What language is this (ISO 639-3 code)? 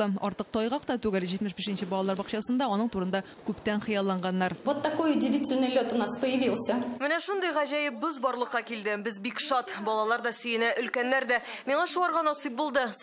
tat